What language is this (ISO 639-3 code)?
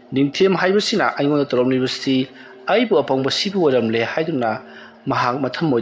mni